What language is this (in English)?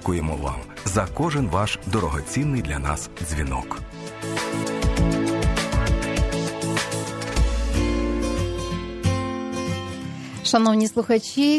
Ukrainian